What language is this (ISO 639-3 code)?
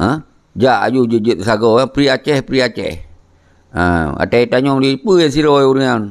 ace